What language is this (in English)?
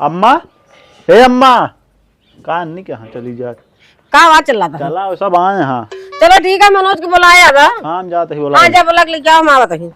Awadhi